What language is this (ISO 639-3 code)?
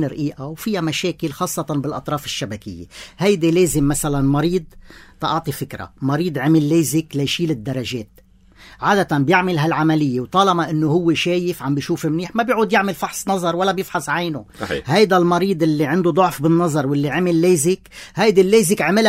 apc